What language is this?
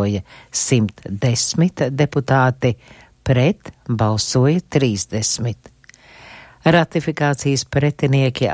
Latvian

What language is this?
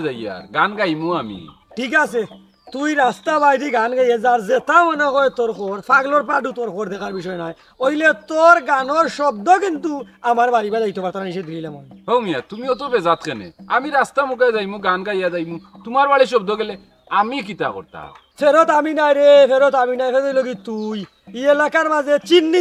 Sylheti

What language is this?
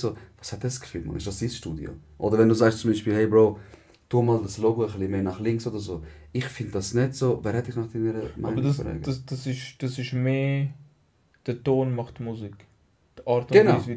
Swiss German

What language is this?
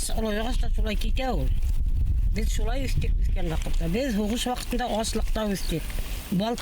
Bashkir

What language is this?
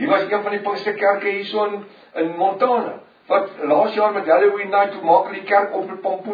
Afrikaans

